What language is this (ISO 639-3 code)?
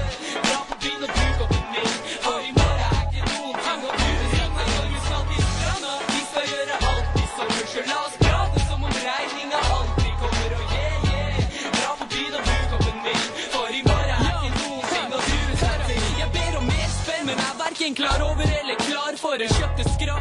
nor